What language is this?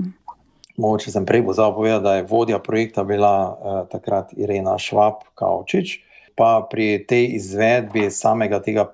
Slovenian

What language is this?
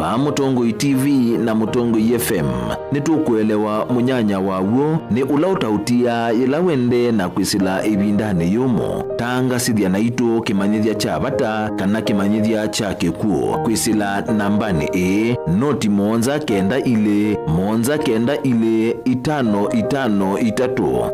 Kamba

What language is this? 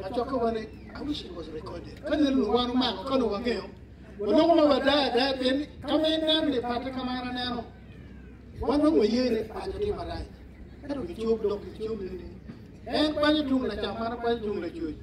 Acoli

